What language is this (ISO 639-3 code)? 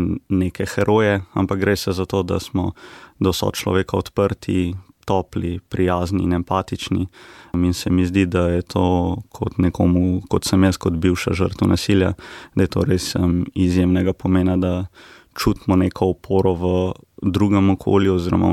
slv